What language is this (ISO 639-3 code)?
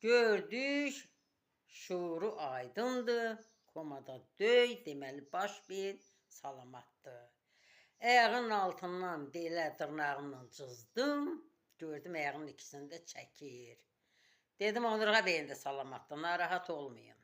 aze